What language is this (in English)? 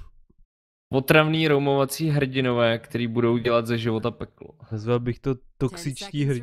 Czech